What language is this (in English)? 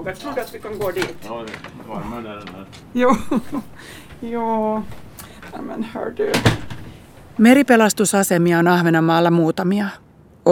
Finnish